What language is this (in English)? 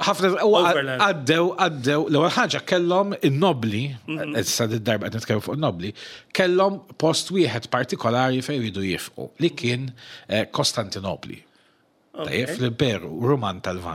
Maltese